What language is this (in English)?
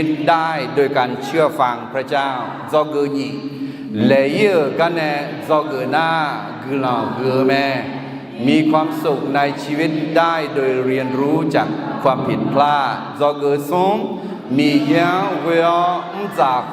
Akha